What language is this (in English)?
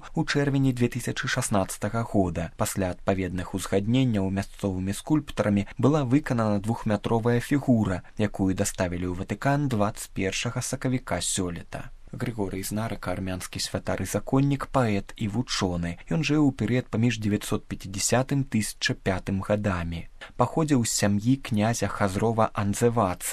Belarusian